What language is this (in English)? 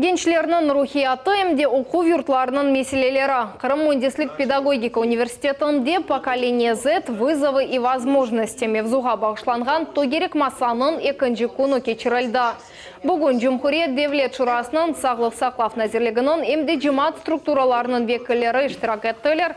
Crimean Tatar